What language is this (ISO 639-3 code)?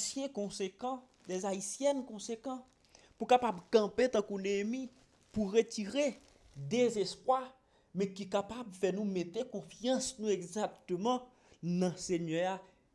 hat